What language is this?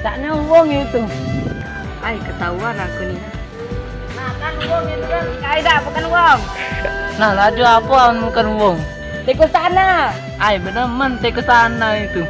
Musi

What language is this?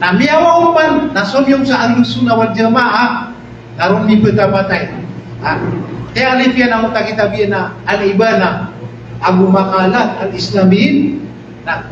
Maranao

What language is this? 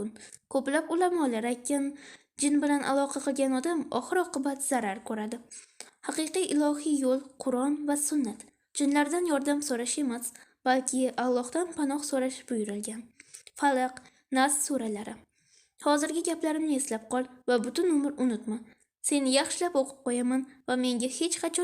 Uzbek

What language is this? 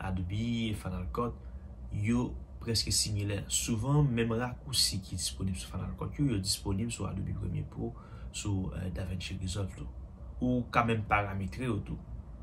Haitian Creole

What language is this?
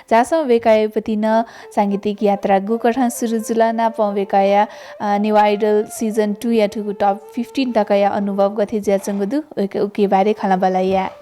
Newari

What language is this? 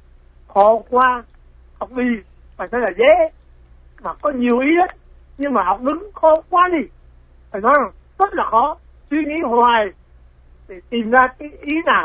Vietnamese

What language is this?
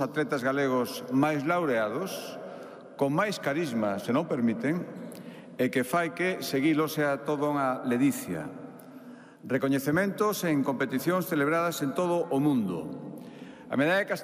Galician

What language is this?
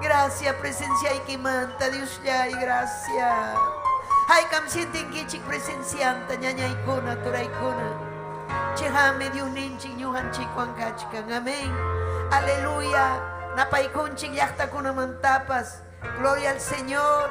Ayacucho Quechua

